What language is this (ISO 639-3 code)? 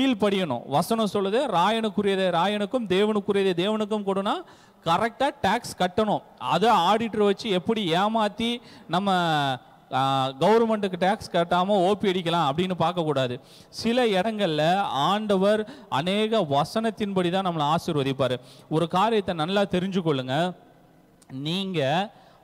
tam